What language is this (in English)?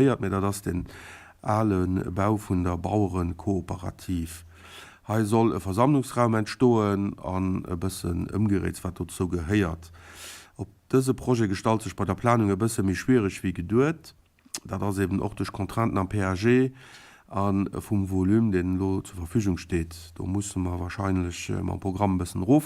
Luxembourgish